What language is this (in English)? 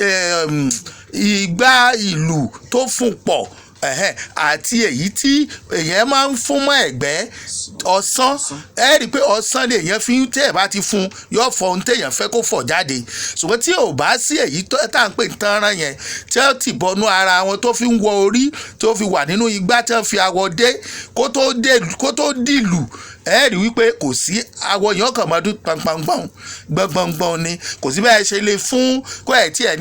Yoruba